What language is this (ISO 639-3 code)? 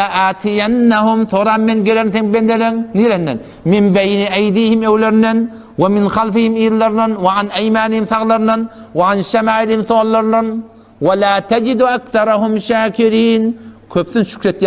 tuk